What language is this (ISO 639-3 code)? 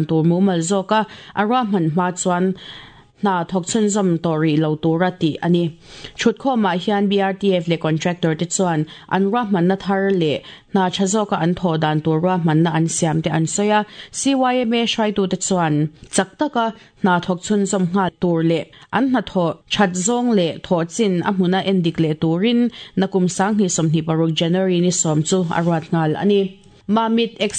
lus